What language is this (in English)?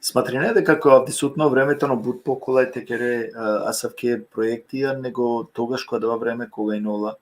Balkan Romani